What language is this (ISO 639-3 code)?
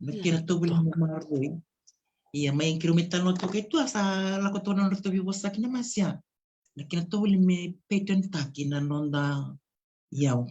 fij